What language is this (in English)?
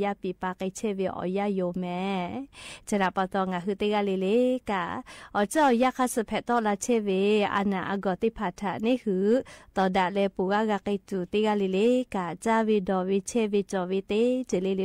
Lahu